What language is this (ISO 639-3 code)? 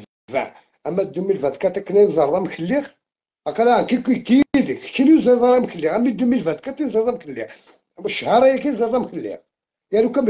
kab